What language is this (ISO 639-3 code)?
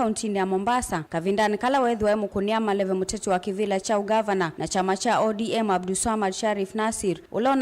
kam